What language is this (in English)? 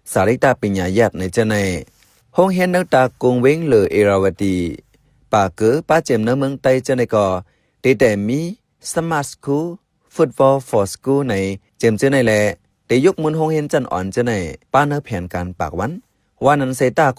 Shan